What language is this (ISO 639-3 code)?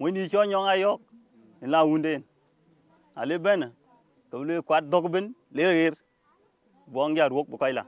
din